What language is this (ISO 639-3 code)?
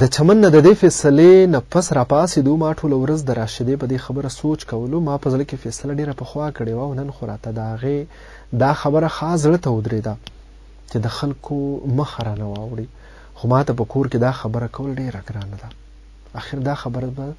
pus